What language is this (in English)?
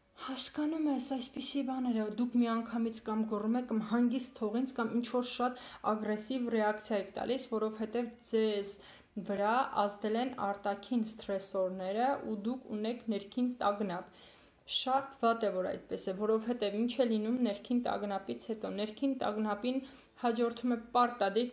Armenian